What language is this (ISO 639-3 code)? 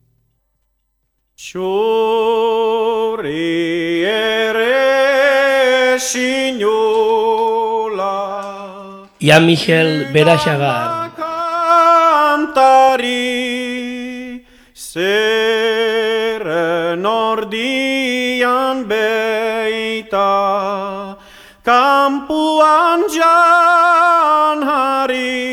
eus